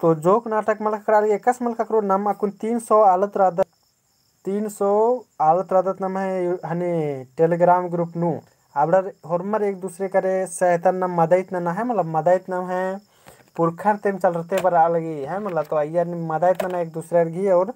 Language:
Kurukh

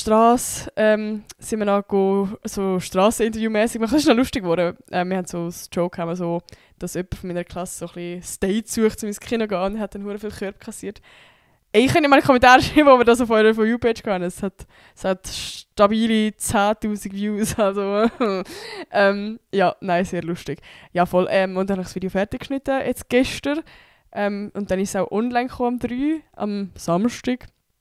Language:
Swiss German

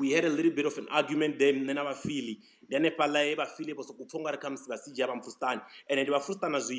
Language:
Venda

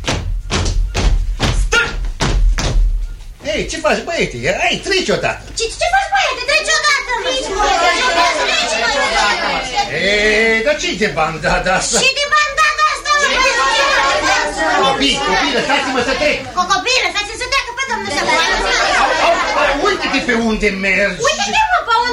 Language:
Romanian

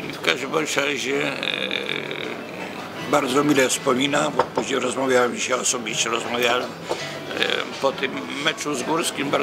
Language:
Polish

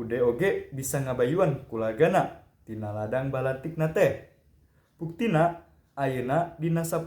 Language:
Sundanese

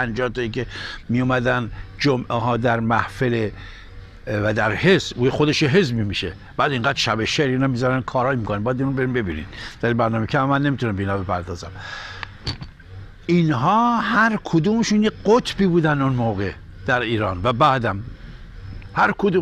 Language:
Persian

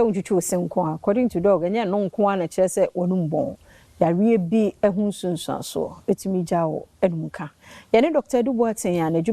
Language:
Akan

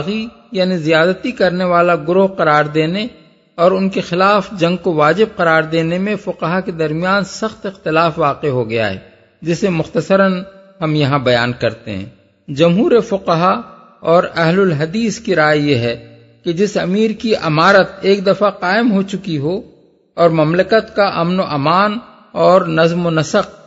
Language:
Urdu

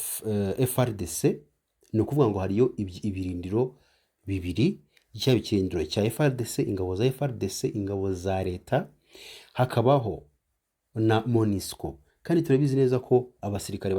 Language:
Kinyarwanda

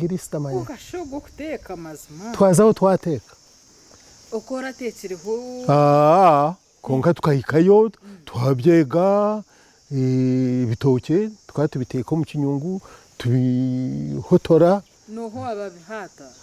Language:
Nyankole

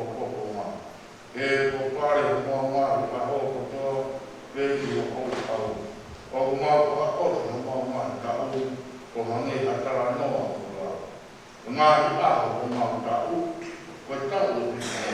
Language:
Tongan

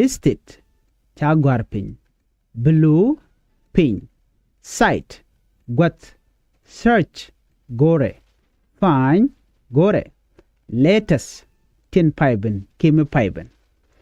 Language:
Nuer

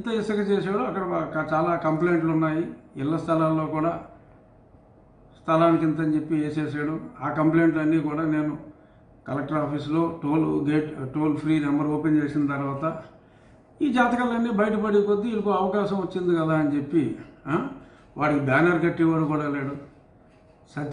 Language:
Telugu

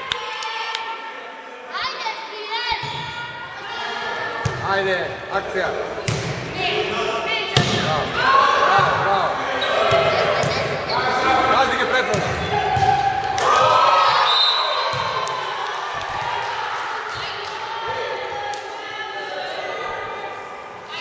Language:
Croatian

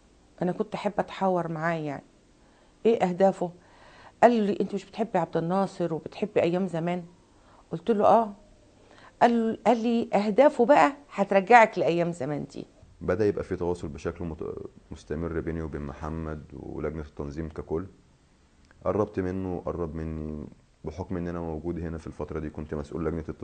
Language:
Egyptian Arabic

